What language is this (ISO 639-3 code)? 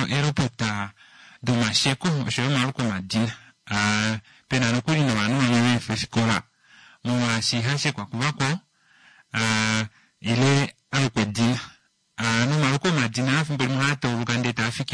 kua